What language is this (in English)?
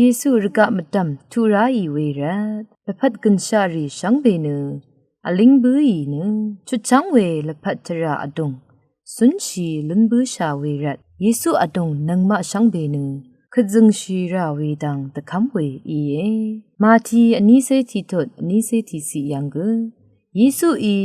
Rawang